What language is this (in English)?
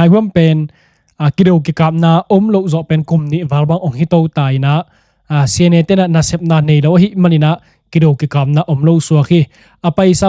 Tedim Chin